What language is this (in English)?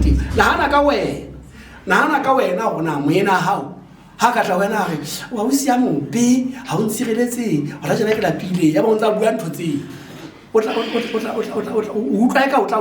Southern Sotho